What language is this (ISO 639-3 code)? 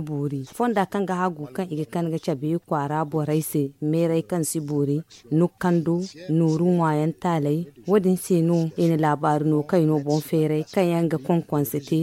dje